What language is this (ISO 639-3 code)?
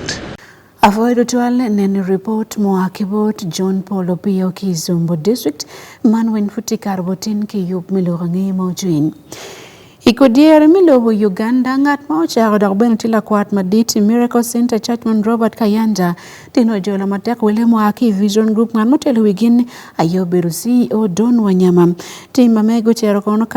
ach